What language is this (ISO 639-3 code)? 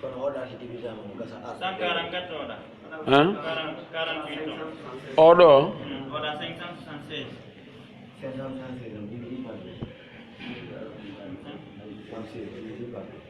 fuf